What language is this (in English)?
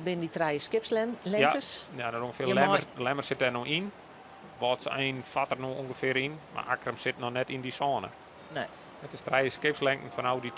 Western Frisian